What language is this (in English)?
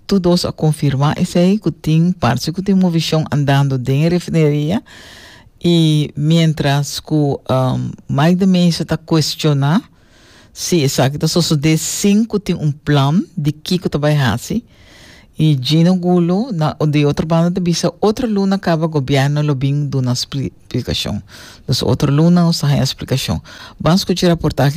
Papiamento